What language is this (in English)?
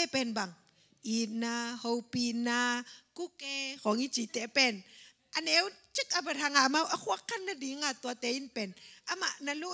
Tedim Chin